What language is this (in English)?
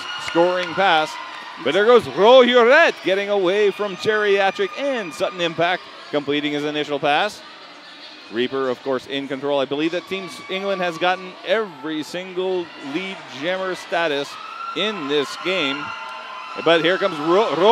English